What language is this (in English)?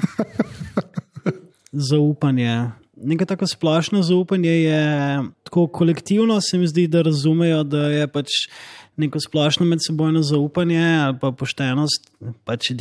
Slovenian